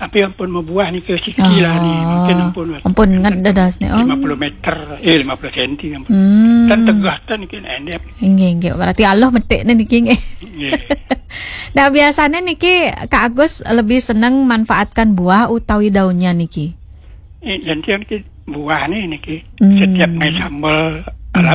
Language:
Balinese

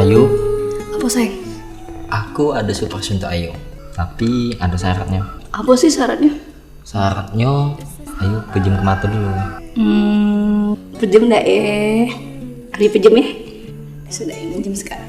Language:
Musi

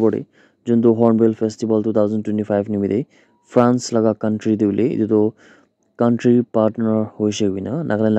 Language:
Naga Pidgin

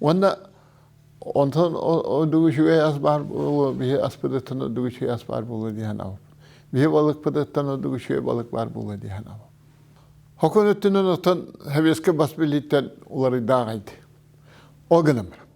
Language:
Yakut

